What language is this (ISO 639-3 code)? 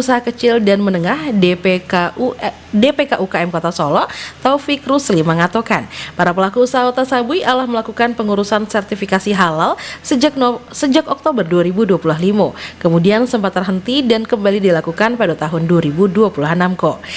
min